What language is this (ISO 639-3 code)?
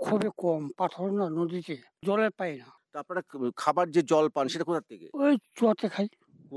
ben